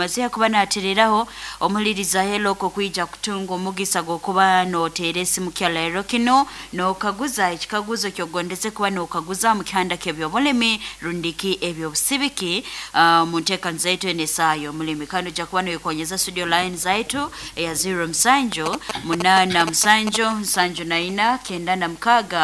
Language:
Nyoro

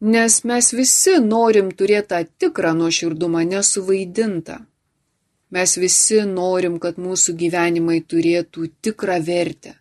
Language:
Lithuanian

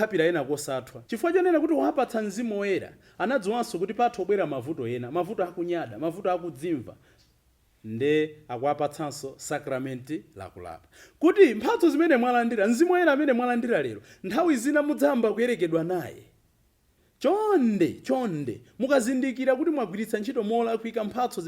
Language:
Nyanja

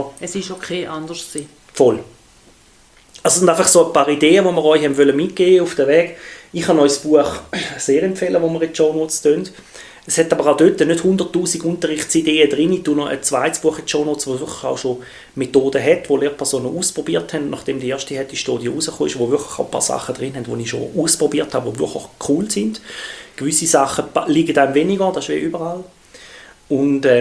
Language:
German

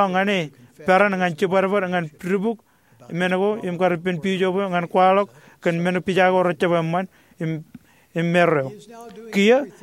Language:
Marshallese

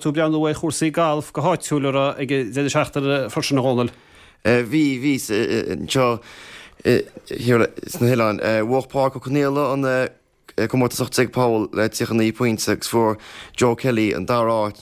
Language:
Irish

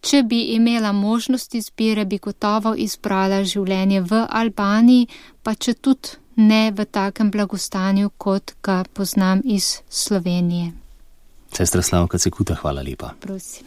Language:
Slovenian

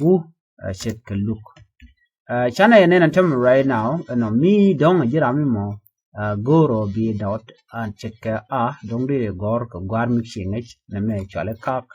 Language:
Nuer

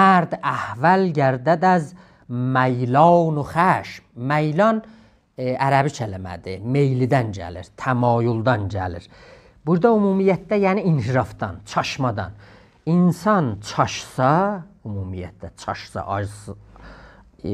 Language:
South Azerbaijani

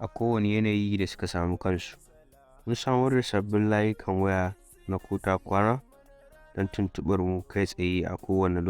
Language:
Hausa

